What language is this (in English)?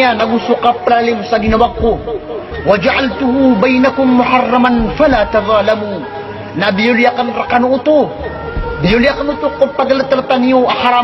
Maranao